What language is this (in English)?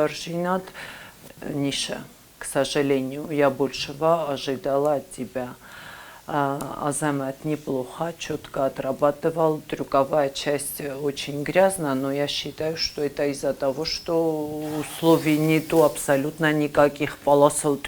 Ossetic